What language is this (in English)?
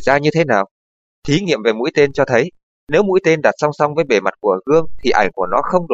Vietnamese